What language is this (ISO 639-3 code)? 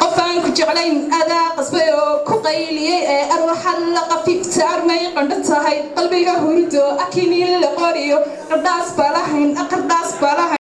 som